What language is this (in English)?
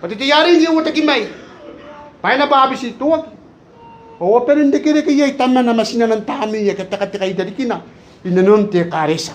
Gilbertese